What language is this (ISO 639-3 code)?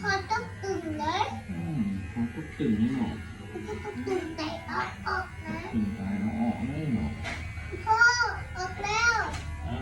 tts